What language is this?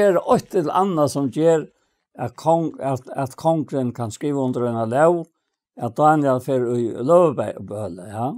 Faroese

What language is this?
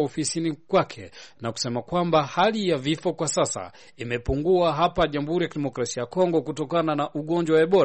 Swahili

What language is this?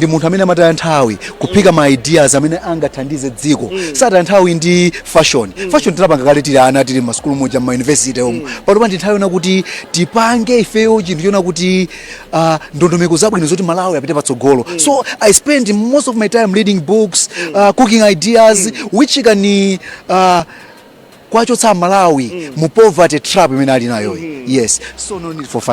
Nyanja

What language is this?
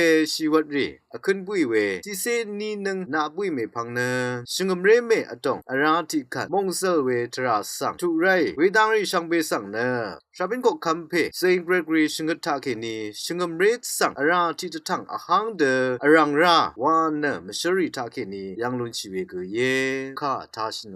Rawang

